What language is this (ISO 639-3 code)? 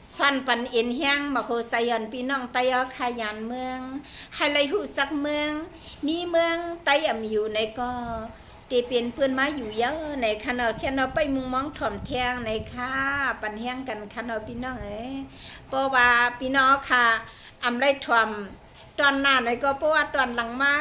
shn